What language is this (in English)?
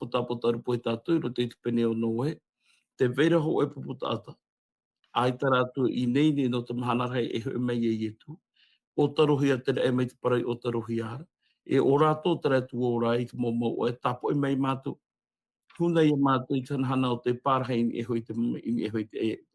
Tahitian